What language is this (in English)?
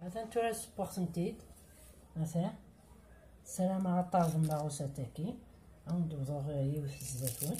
Kabyle